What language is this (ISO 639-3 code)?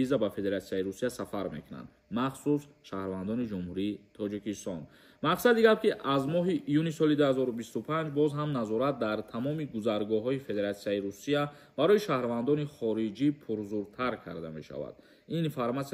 tgk